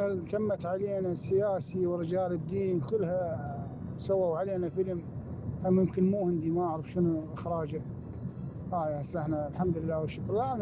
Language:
Mesopotamian Arabic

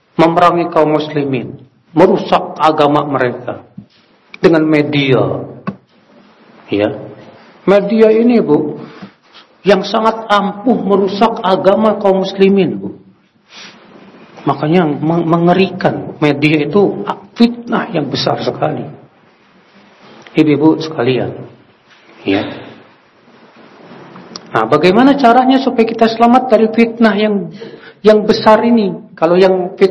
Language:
Indonesian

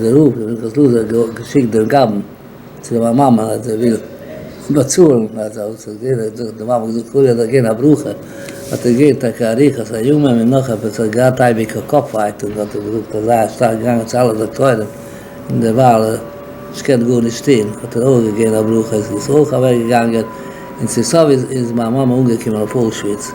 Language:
Yiddish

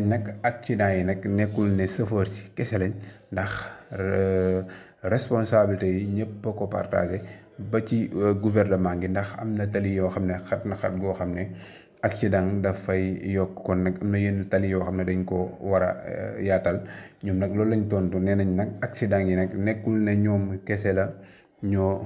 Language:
Wolof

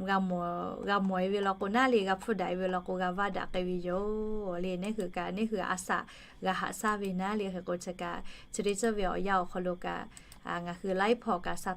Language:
Lahu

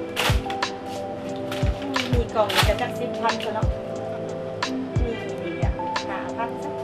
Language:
Lao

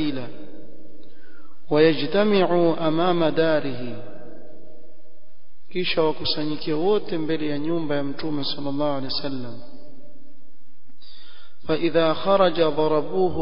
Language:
Swahili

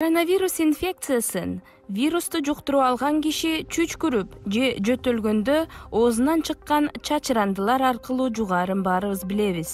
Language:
Kyrgyz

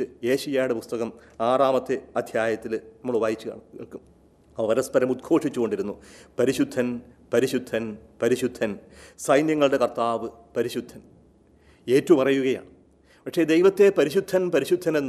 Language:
Malayalam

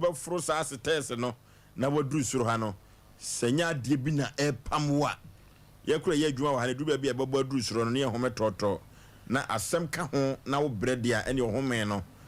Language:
Akan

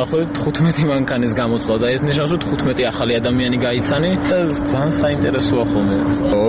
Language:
Georgian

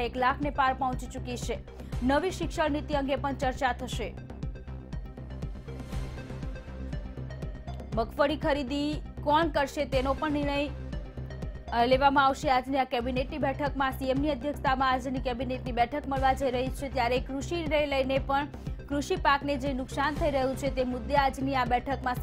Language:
Gujarati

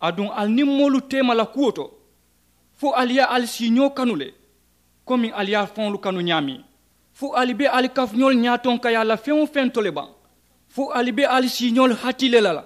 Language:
Mandingo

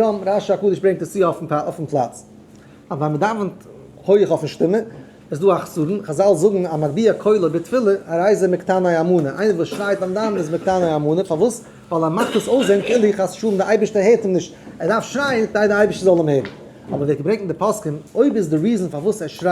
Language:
Yiddish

